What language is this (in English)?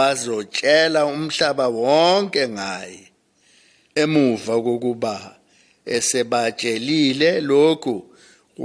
Zulu